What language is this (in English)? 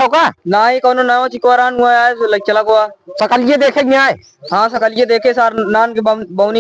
Awadhi